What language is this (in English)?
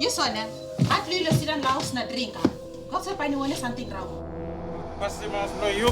Tok Pisin